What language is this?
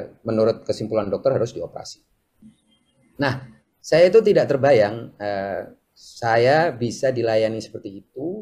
Indonesian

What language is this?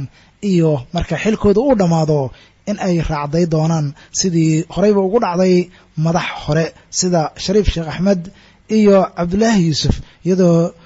Somali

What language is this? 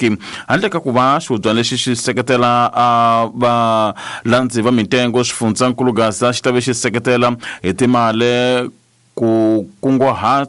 Tsonga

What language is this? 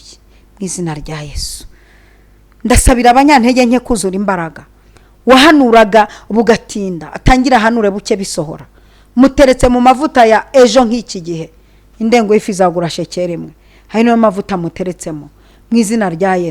Kinyarwanda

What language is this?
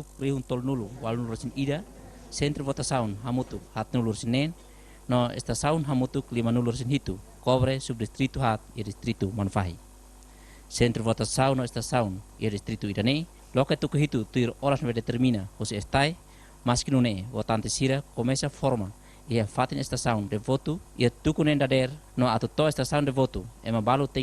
Tetum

